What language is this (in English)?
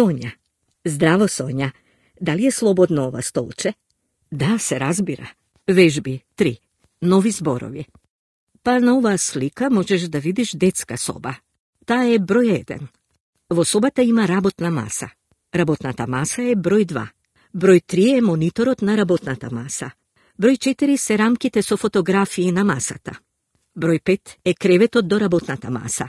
Macedonian